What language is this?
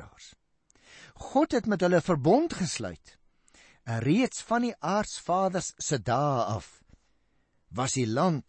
Afrikaans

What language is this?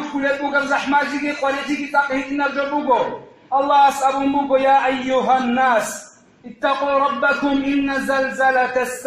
Avaric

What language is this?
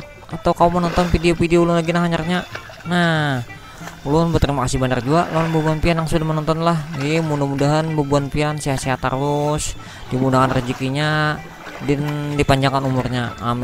Banjar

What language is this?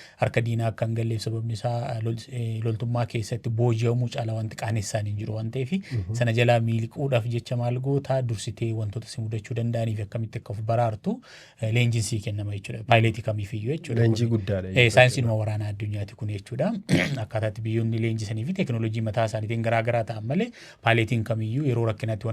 Oromo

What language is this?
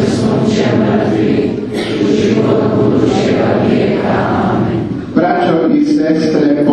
Croatian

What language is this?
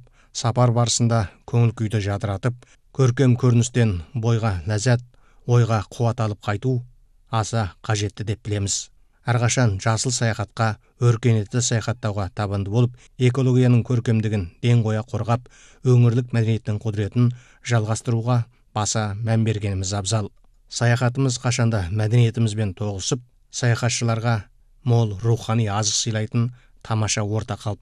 Kazakh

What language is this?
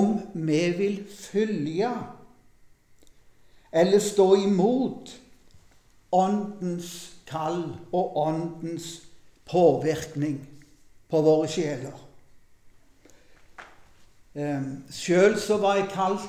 Norwegian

